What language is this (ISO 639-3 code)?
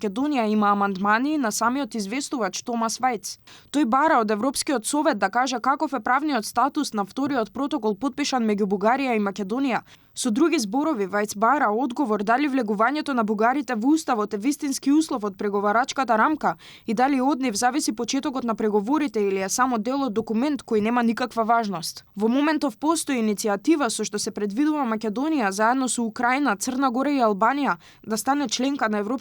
mkd